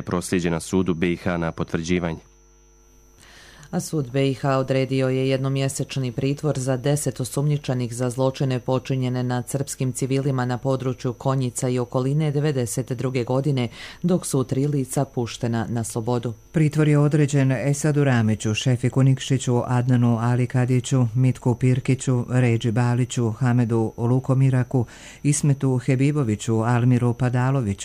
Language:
Bosnian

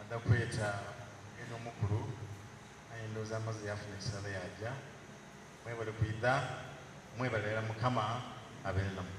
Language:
Soga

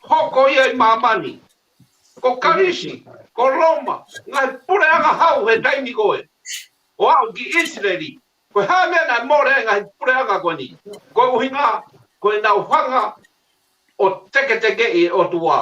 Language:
Tongan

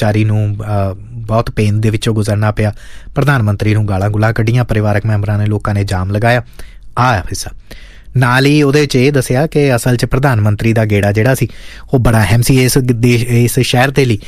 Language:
Punjabi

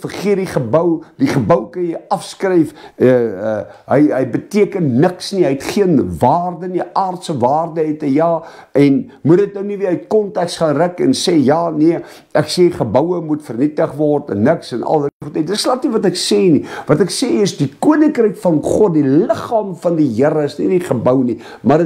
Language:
Afrikaans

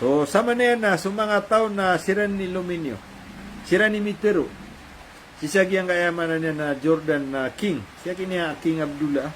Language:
Maranao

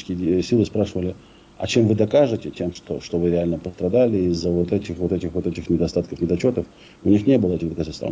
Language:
Russian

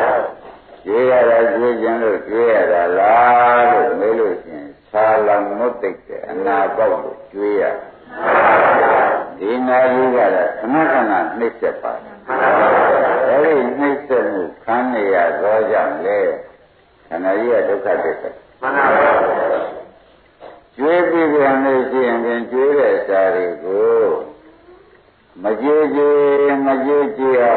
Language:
Burmese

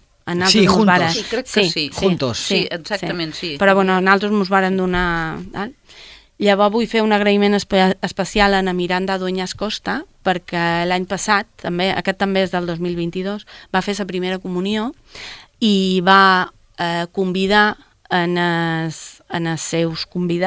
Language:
Catalan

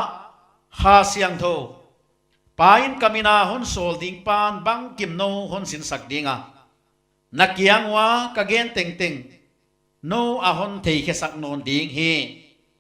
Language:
Paite Chin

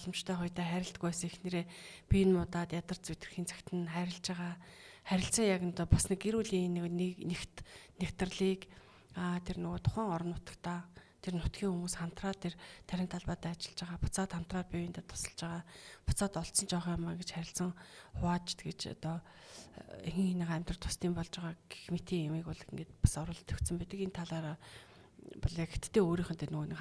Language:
Mongolian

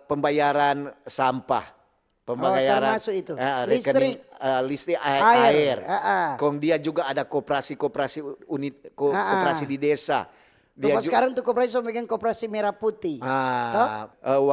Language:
Manado Malay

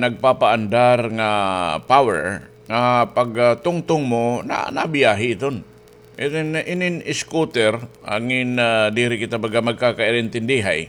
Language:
Waray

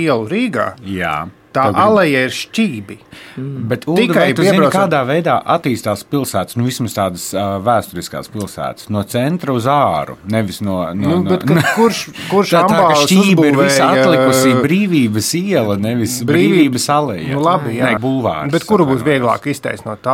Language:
Latvian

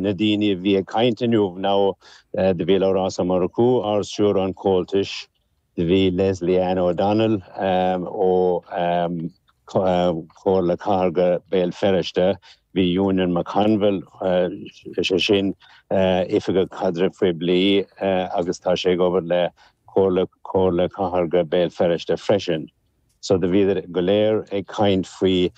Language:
Irish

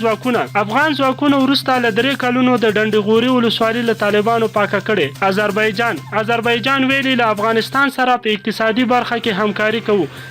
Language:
Pashto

